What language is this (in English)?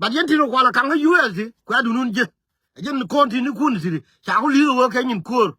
Nuer